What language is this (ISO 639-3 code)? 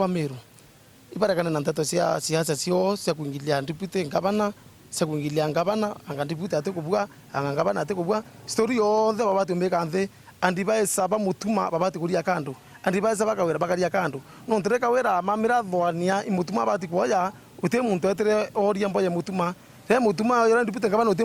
mer